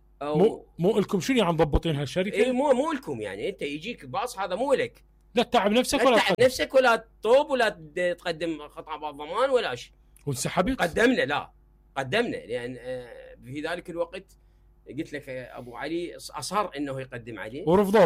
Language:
Mesopotamian Arabic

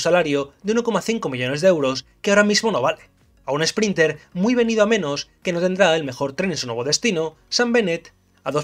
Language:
Spanish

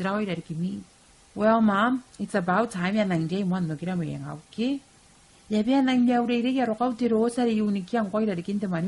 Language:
Gilbertese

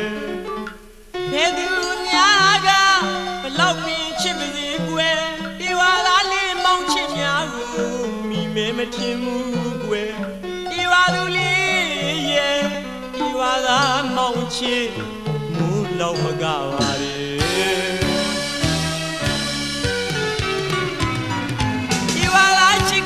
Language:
Burmese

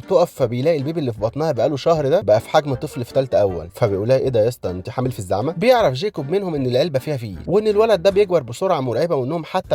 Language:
Egyptian Arabic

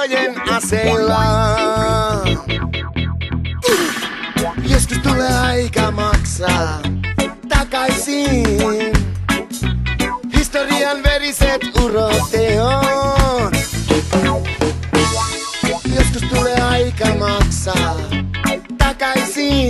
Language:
Finnish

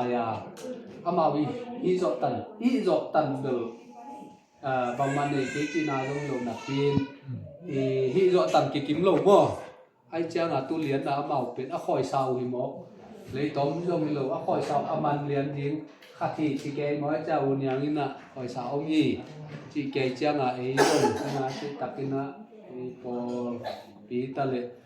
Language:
Tedim Chin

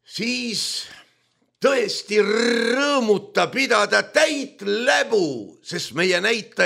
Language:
Estonian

